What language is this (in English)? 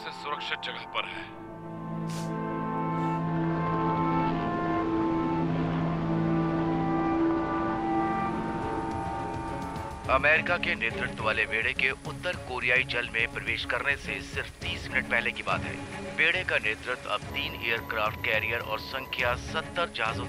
Hindi